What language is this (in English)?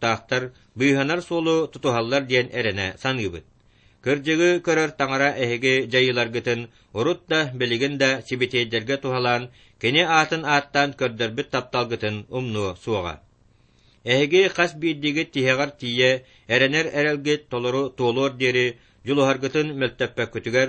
Yakut